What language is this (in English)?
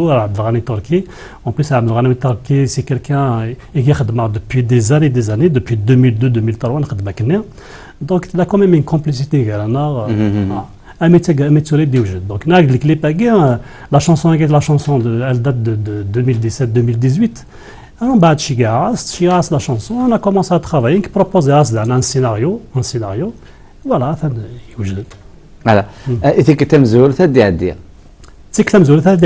Kabyle